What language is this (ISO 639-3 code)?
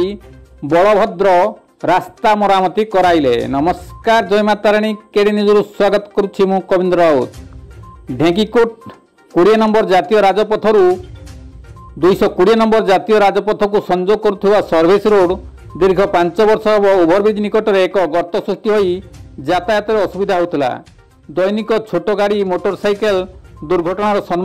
ori